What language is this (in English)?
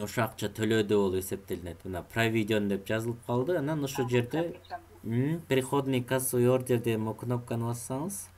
Kyrgyz